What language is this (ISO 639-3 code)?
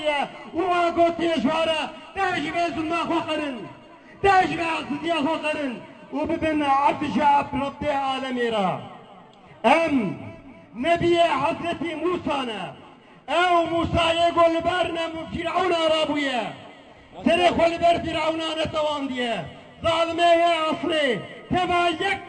kur